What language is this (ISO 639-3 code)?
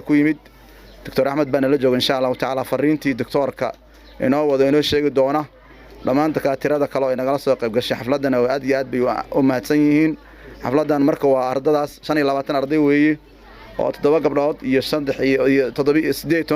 som